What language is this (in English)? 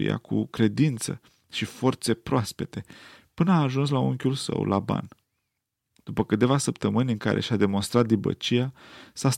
Romanian